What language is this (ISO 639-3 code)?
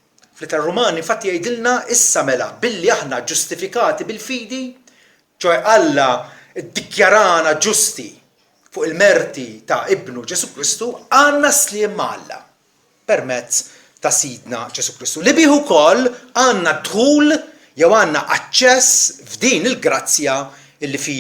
mlt